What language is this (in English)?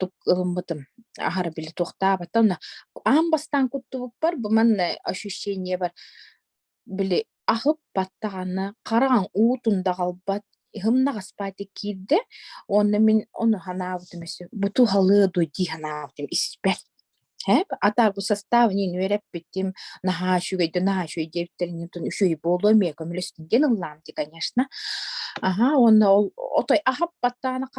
Yakut